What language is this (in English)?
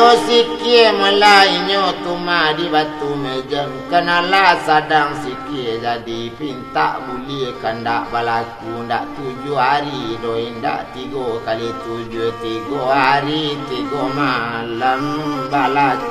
Minangkabau